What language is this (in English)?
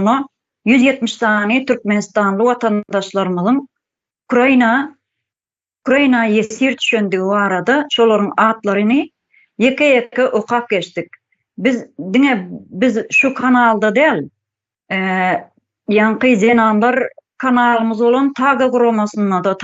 Turkmen